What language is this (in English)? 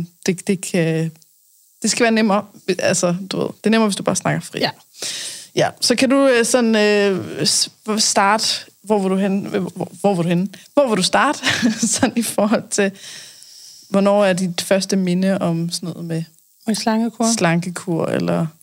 Danish